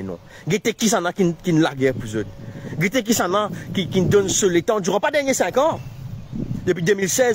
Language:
Morisyen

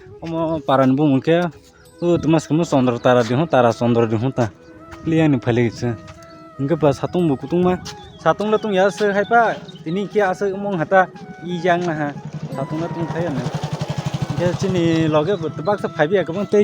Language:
Kok Borok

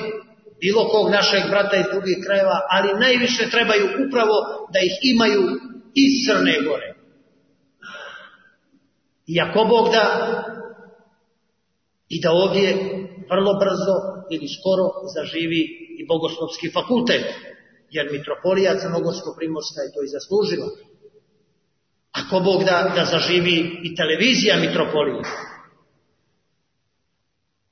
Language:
Serbian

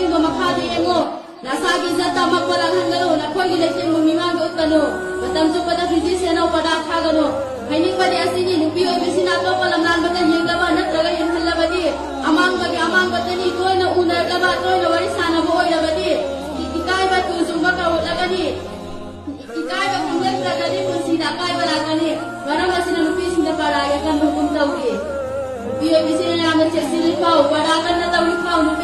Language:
Manipuri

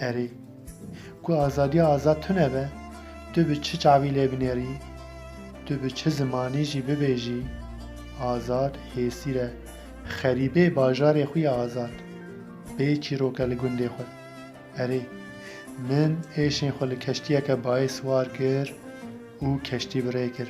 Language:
Kurdish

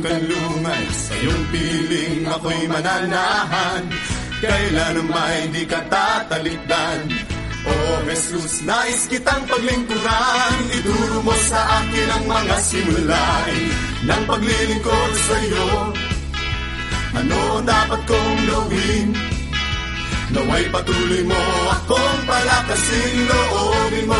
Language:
Filipino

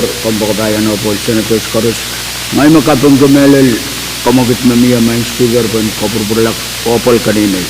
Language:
Pohnpeian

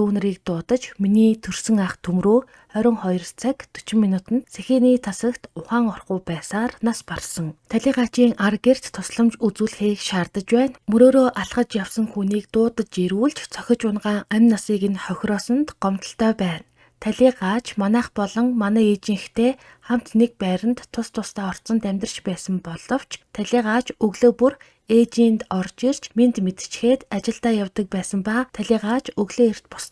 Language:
Mongolian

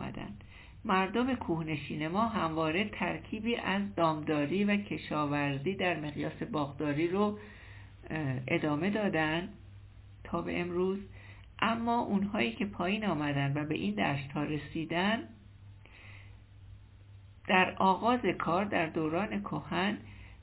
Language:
Persian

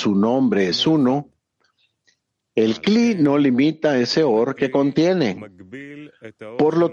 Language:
Spanish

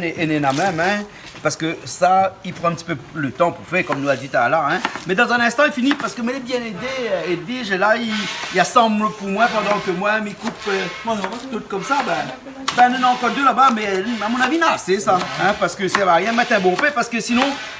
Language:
Réunion Creole French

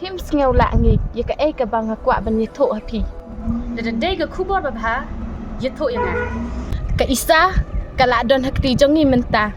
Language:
Khasi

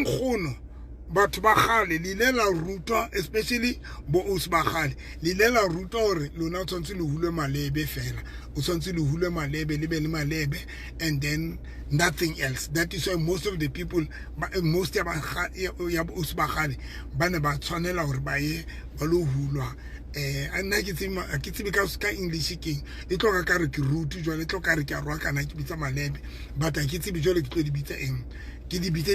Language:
Southern Sotho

